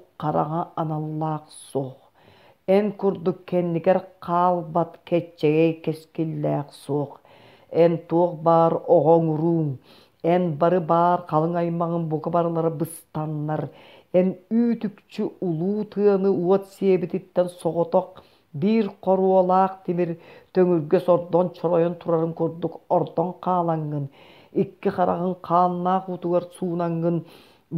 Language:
Yakut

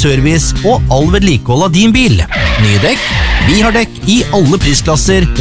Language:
Norwegian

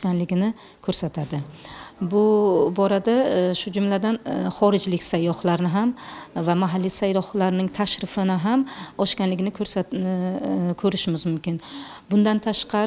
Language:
Uzbek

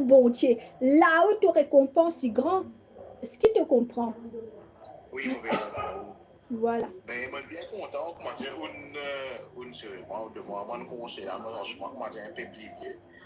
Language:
Morisyen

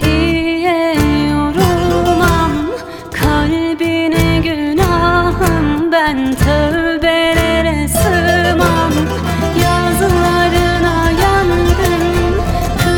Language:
Turkish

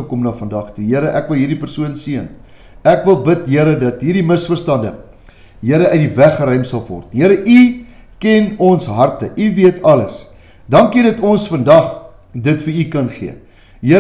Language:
Afrikaans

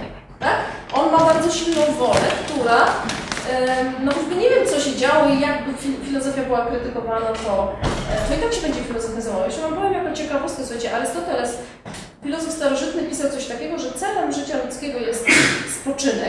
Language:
Polish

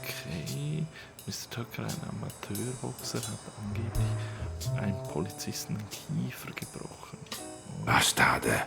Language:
Swiss German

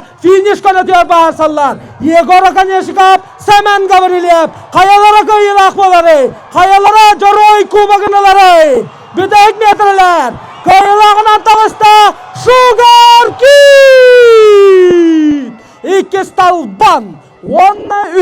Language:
Yakut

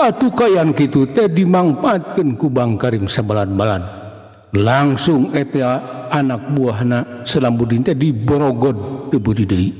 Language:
Sundanese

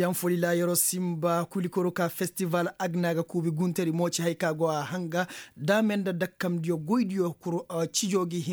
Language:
Koyraboro Senni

